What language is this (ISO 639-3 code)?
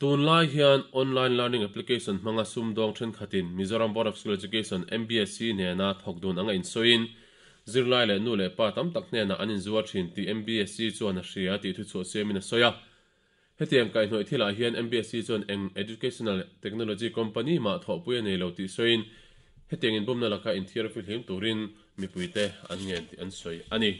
lus